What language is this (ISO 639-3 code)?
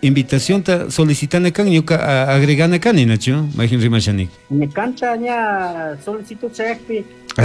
qug